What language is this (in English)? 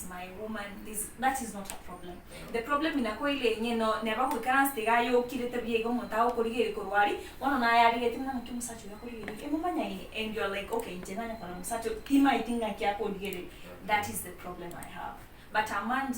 Gusii